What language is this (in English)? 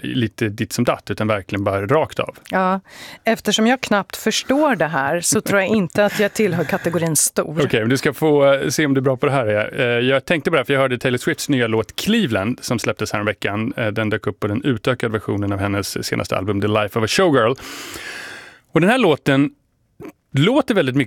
Swedish